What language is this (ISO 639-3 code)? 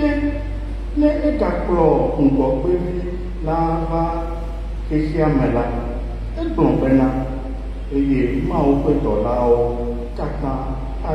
ewe